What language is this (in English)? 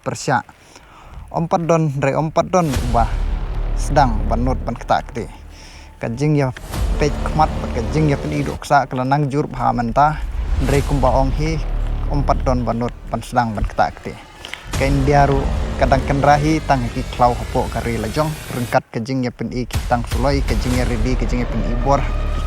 Khasi